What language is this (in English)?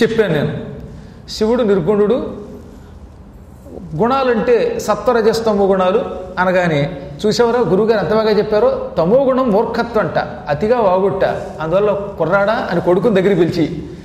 Telugu